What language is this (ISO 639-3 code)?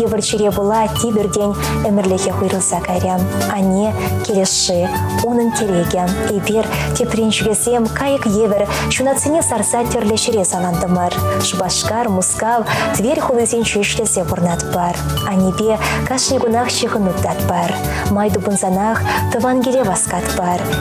chv